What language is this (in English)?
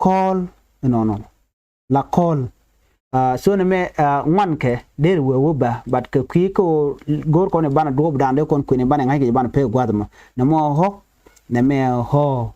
Nuer